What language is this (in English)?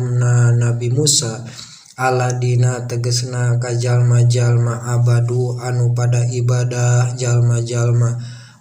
Sundanese